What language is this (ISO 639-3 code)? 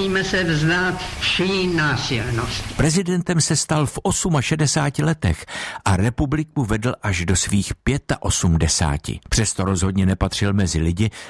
ces